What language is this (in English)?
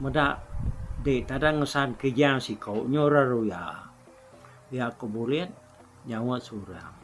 Iban